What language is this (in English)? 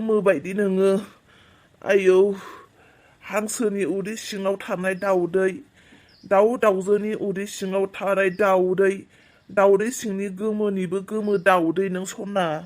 Bodo